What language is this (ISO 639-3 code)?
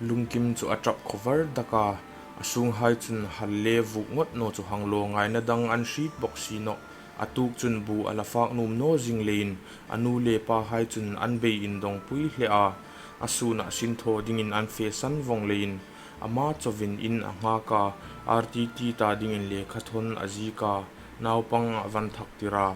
hmr